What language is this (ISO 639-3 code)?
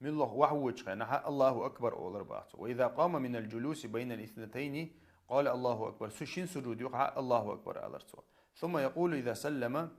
che